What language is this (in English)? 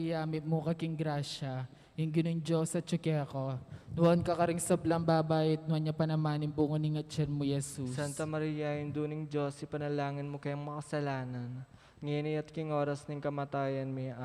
Pampanga